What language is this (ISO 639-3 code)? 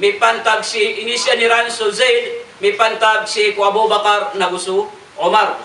mrw